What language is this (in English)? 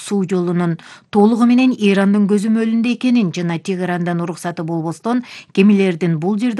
Kyrgyz